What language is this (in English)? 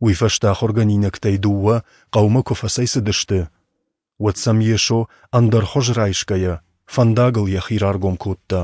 Ossetic